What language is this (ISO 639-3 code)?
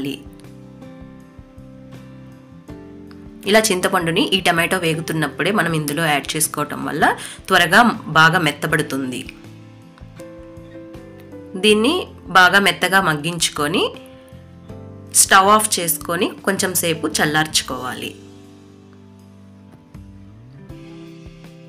tel